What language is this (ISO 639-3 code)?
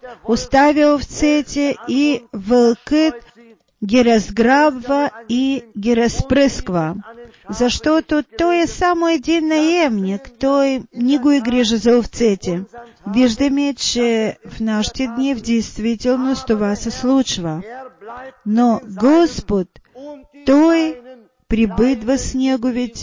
bul